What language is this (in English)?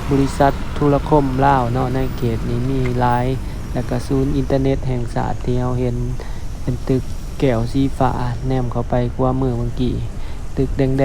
Lao